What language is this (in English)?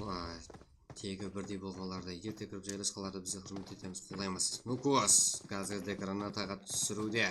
Kara-Kalpak